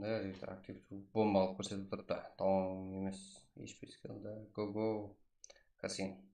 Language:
Kara-Kalpak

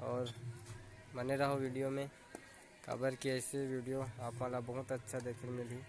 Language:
Chhattisgarhi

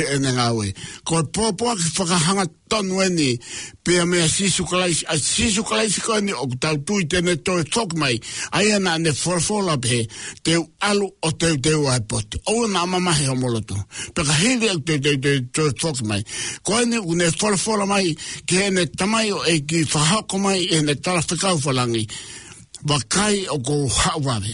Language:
Tongan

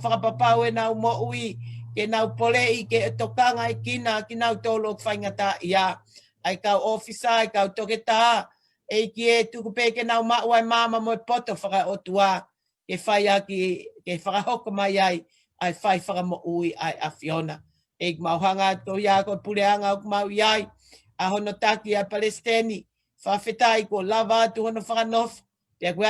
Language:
Tongan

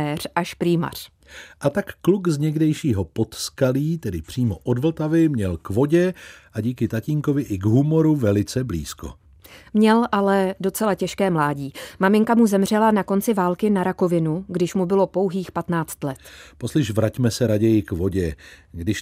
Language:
Czech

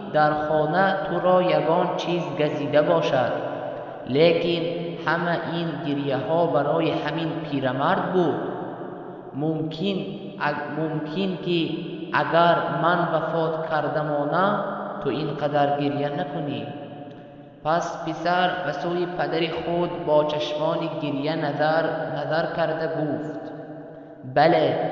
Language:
Tajik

